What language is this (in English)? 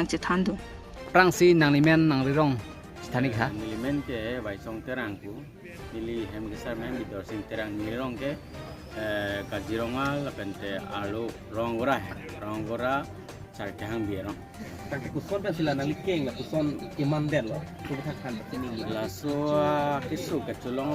Karbi